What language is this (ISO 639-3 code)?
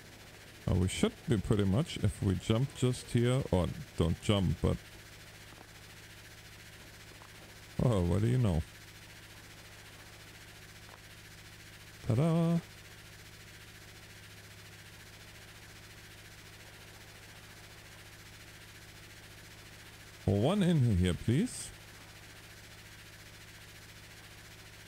eng